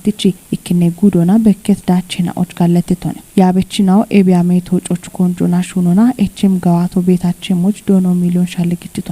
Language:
Kafa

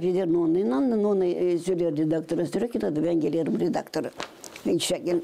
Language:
Gagauz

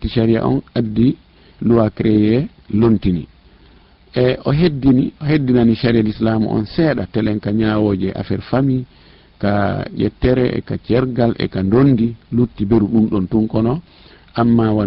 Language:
Fula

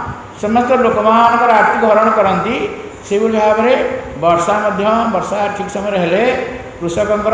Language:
Odia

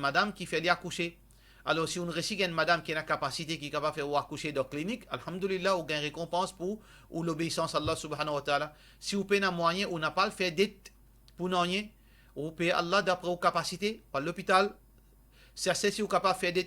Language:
Morisyen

